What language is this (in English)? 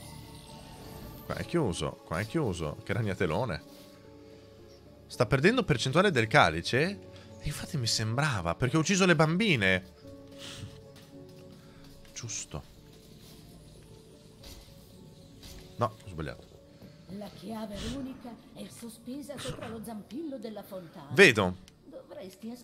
Italian